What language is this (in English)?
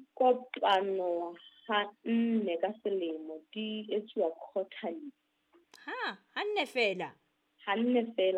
Southern Sotho